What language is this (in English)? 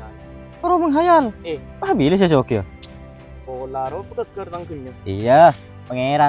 Madurese